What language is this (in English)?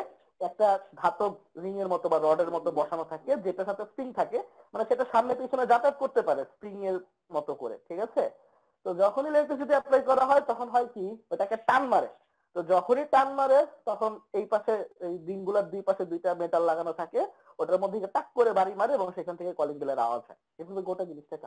Bangla